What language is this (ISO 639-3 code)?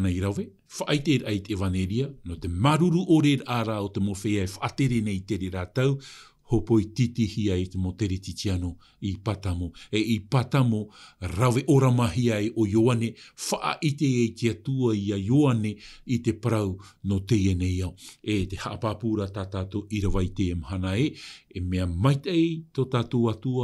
tah